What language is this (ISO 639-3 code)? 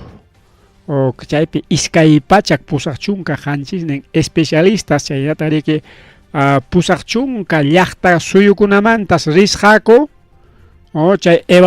quy